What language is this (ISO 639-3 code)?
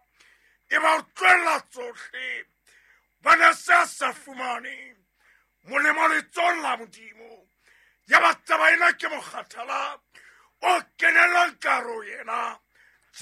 sot